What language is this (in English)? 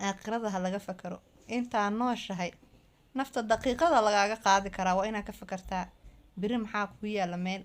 Somali